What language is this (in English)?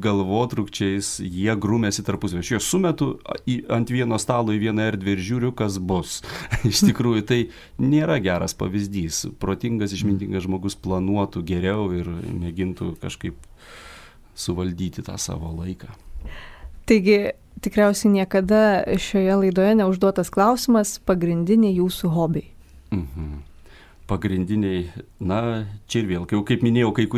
Lithuanian